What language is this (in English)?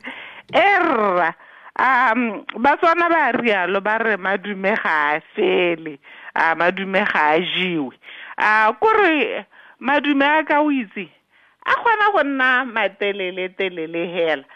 Tswana